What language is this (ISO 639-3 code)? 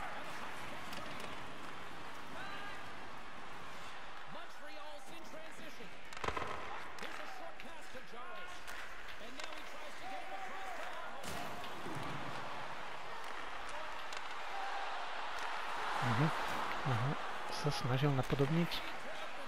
slk